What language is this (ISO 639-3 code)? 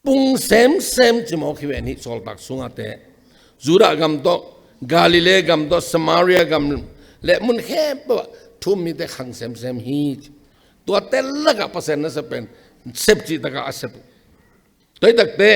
ctd